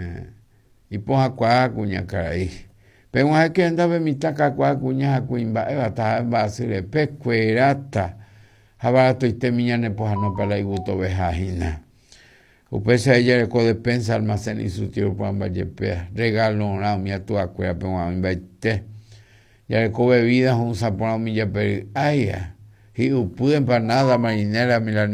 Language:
Guarani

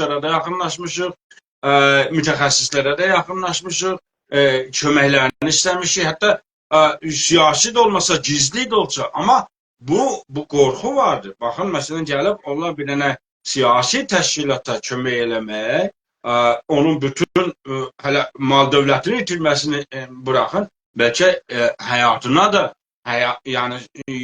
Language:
South Azerbaijani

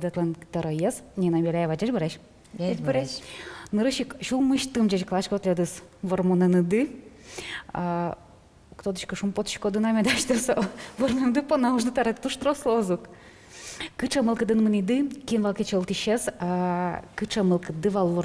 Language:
Udmurt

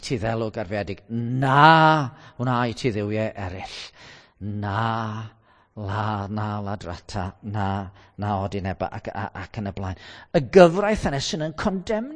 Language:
Welsh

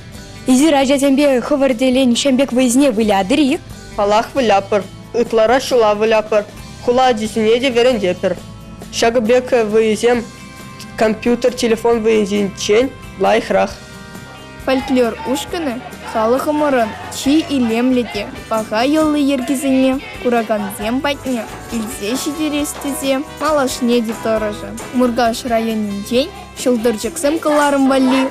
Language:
Chuvash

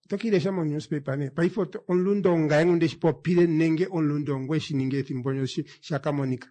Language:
Kuanyama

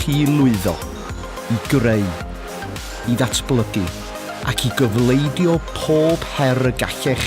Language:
Welsh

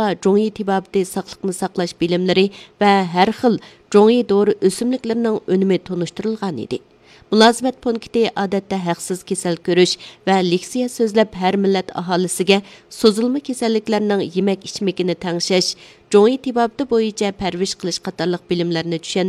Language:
Uyghur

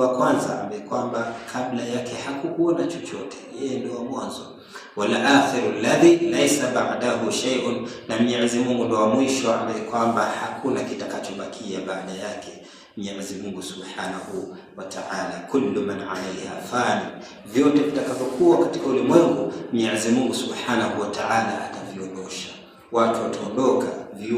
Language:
Swahili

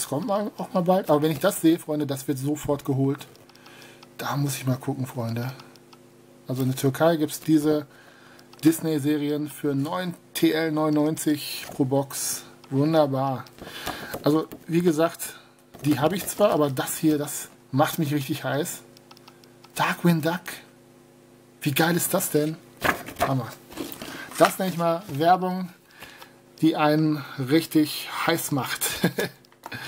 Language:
German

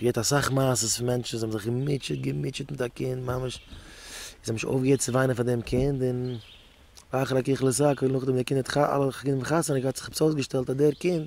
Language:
Yiddish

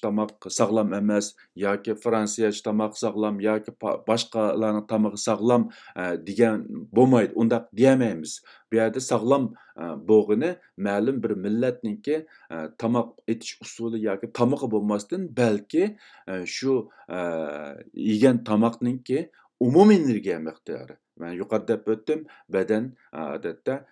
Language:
Uyghur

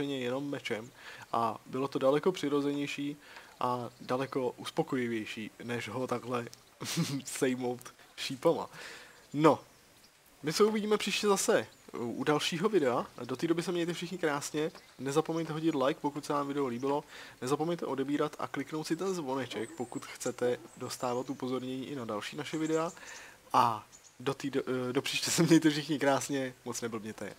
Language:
Czech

